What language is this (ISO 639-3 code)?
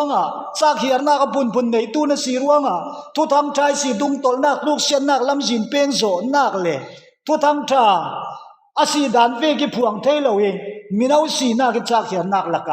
cfm